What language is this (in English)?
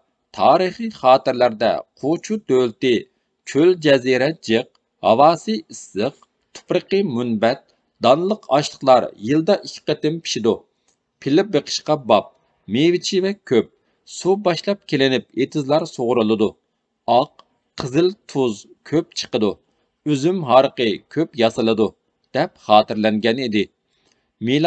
Uyghur